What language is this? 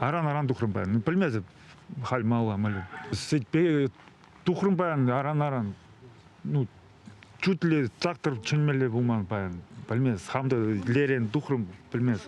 Chuvash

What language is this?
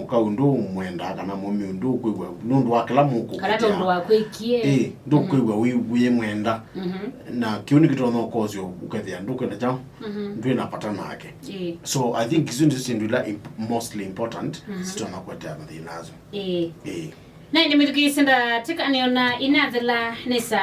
Kamba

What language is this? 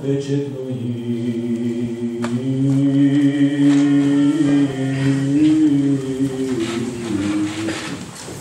Romanian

